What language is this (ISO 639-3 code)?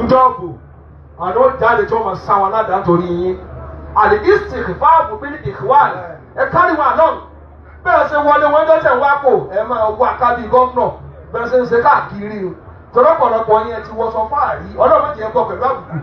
yor